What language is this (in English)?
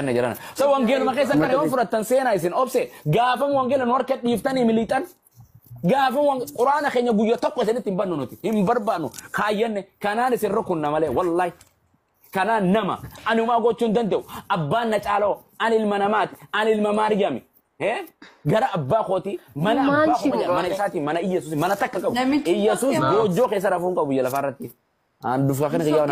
Oromo